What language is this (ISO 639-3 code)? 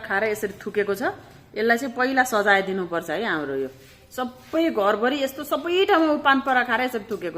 nep